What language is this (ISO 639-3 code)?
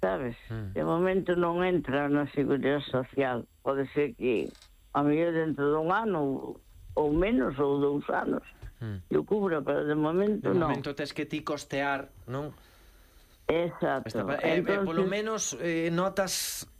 glg